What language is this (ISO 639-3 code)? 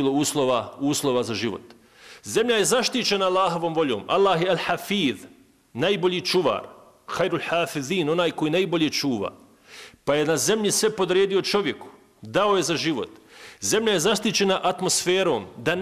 bos